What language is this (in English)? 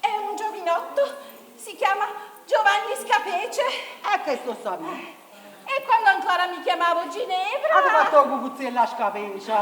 Neapolitan